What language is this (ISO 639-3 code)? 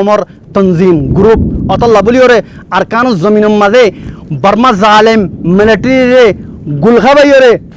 rhg